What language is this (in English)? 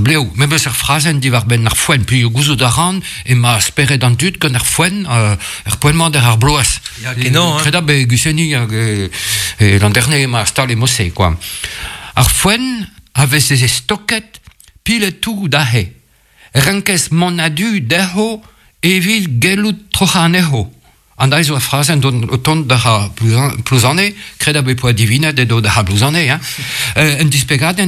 Breton